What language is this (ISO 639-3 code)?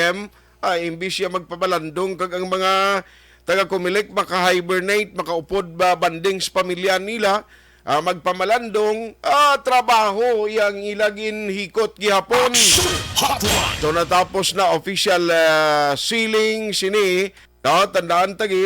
hil